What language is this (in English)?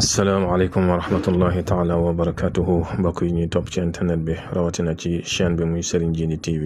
Wolof